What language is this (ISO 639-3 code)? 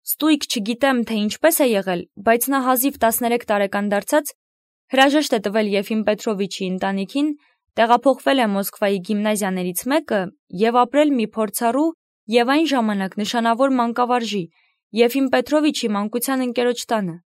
hye